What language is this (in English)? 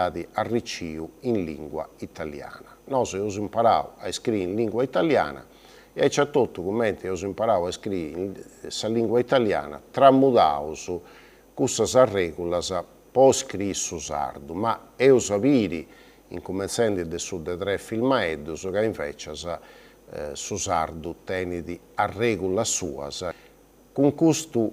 Sardinian